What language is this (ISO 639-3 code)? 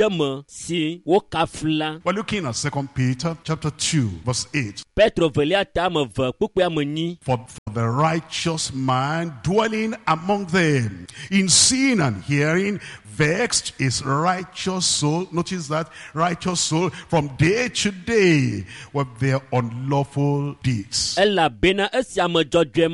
ewe